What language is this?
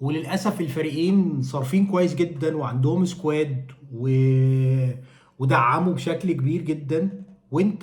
Egyptian Arabic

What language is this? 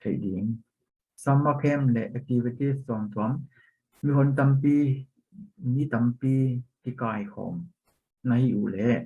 Tedim Chin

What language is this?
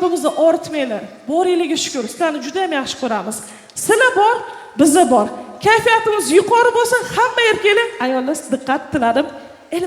Uzbek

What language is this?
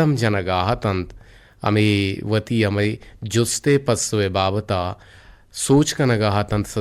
Eastern Balochi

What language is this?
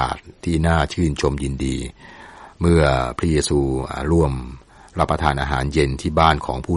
Thai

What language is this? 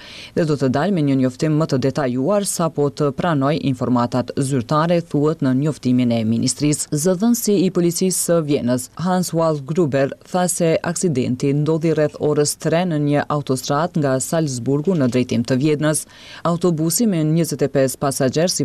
Albanian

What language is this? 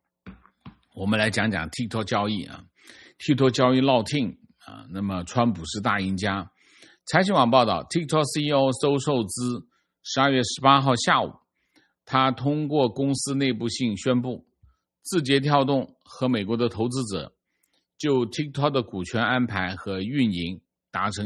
Chinese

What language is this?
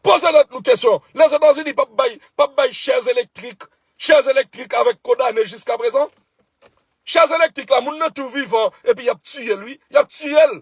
Haitian Creole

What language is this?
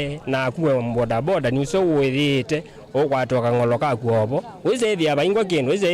Kamba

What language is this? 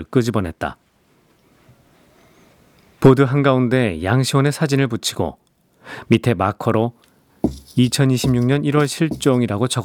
Korean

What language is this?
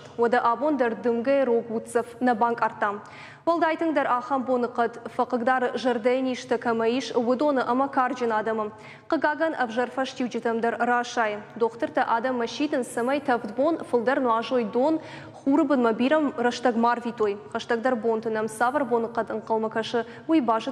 Ossetic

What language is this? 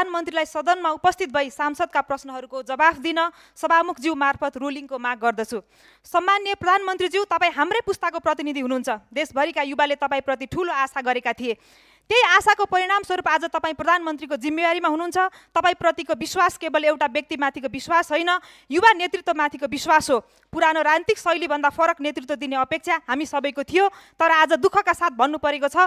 Nepali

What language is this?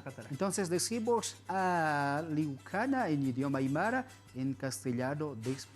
Aymara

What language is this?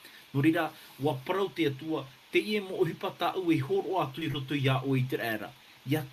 Tahitian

